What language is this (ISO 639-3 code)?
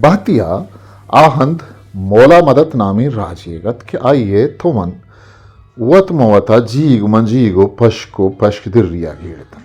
bgp